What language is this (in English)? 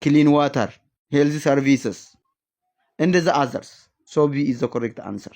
English